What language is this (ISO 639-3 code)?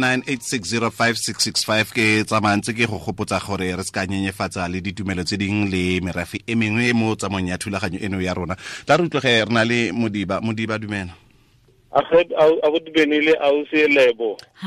tsn